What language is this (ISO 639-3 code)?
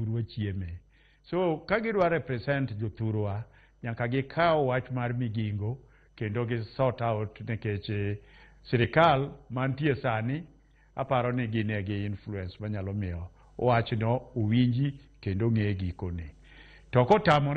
luo